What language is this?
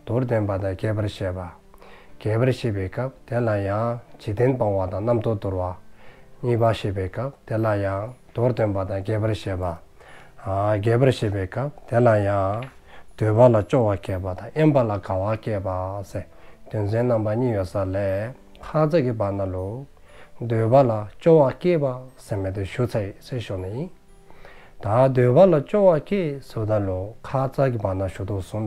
Dzongkha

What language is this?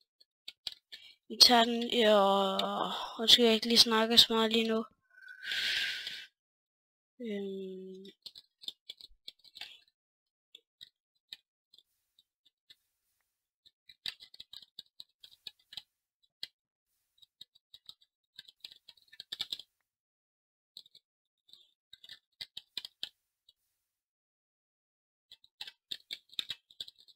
Danish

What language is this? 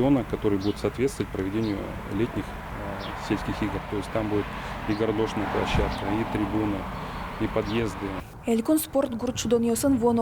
Udmurt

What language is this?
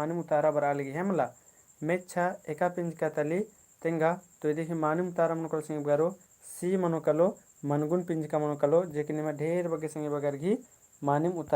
Kurukh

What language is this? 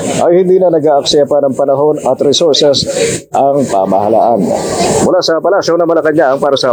Filipino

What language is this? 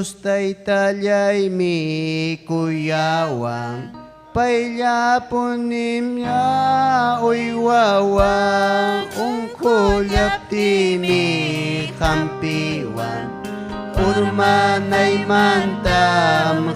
Ayacucho Quechua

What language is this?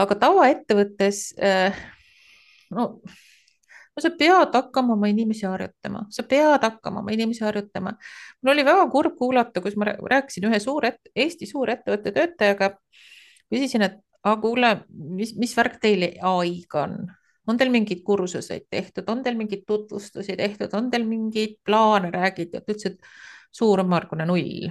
Estonian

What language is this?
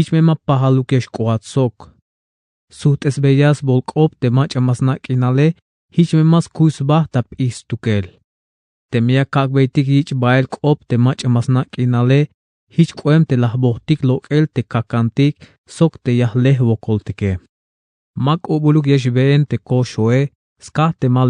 Tzeltal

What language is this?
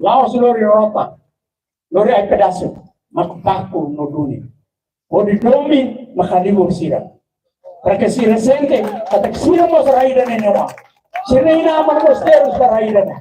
Tetum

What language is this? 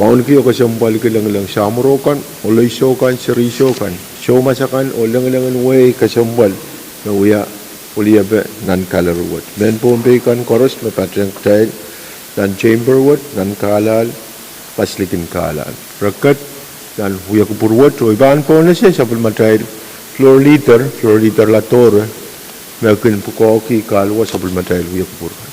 Pohnpeian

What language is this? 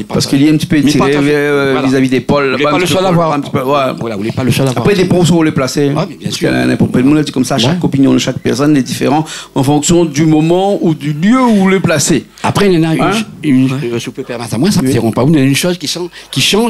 Réunion Creole French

